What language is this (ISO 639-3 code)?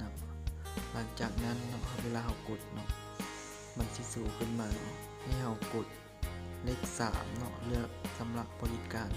lao